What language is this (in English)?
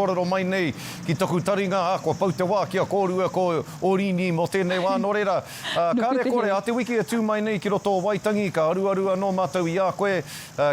Māori